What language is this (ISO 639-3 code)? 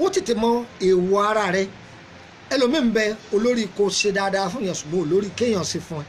yor